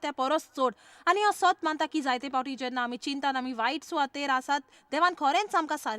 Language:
Konkani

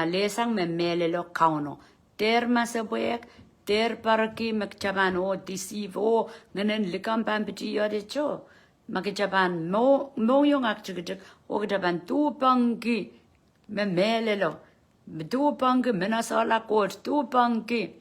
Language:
Pohnpeian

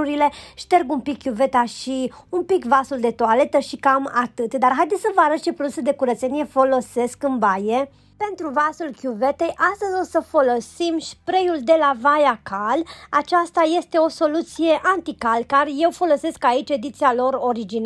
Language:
Romanian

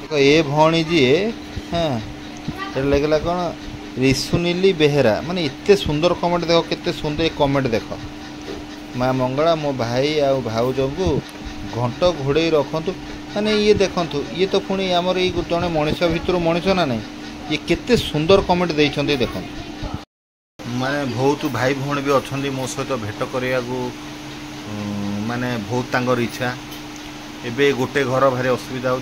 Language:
Odia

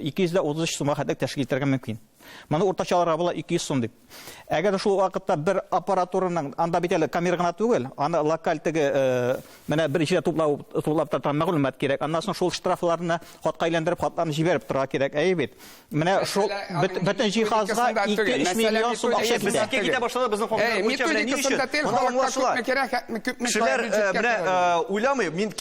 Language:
Tatar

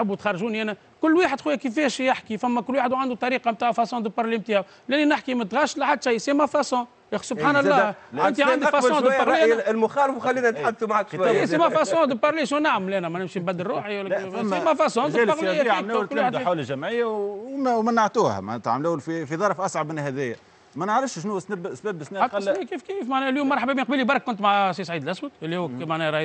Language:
Tunisian Arabic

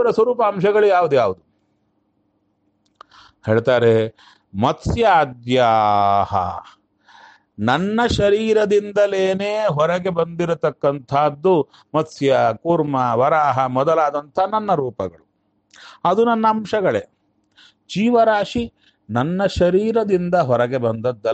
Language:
Kannada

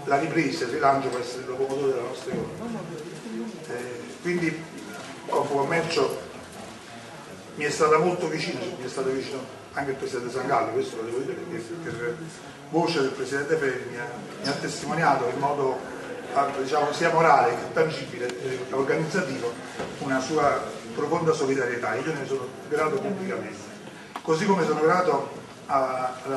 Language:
Italian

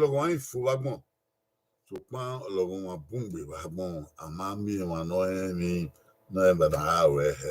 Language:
Bini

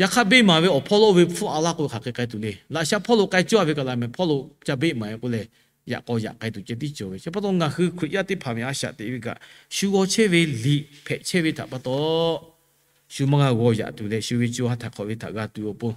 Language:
Lahu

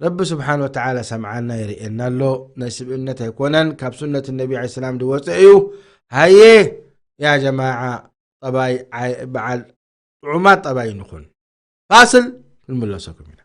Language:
Tigrinya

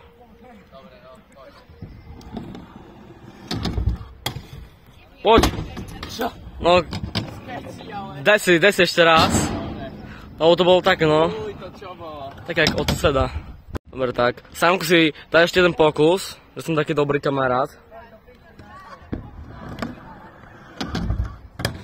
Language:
Slovak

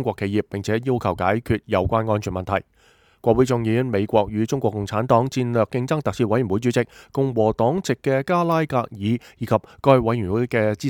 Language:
Cantonese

